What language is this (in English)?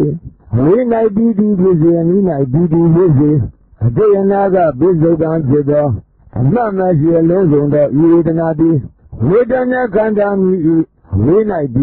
Burmese